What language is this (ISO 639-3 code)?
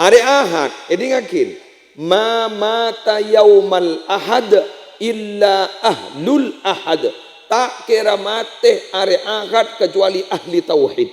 mad